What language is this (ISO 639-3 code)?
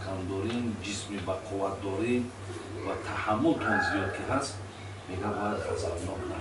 tgk